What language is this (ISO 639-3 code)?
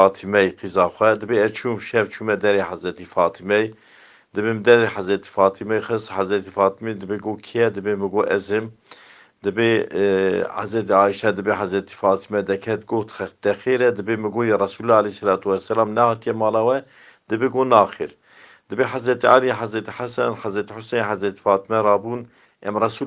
kur